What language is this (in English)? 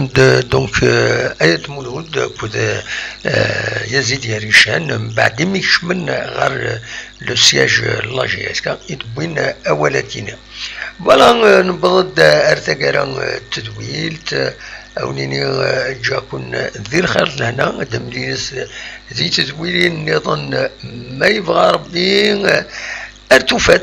Kabyle